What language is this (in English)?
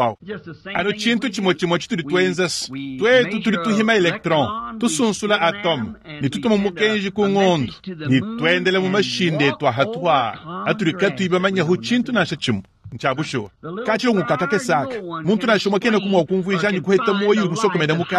Luba-Lulua